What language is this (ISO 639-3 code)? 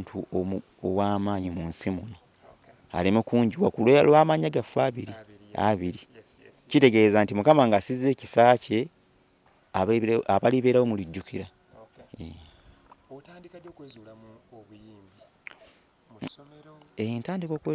lug